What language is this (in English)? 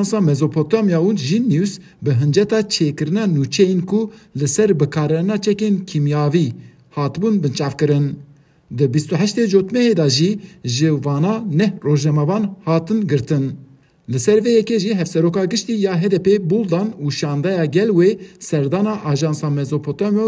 Kurdish